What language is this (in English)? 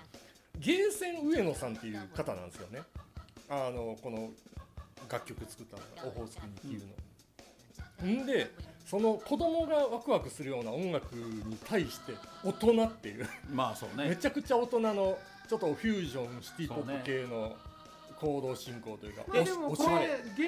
Japanese